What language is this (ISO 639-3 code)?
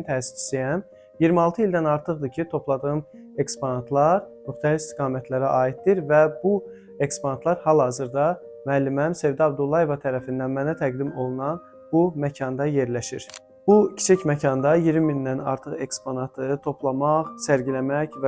aze